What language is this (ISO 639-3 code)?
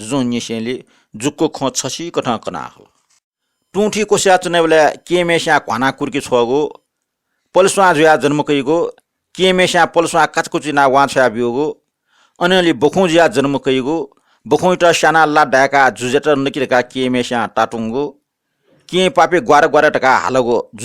new